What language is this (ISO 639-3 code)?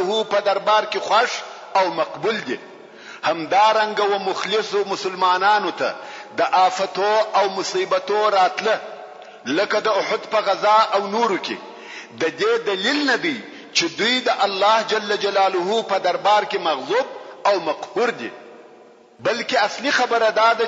pus